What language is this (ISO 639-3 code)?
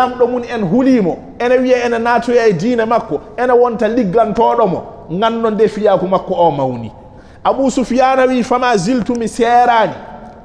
ful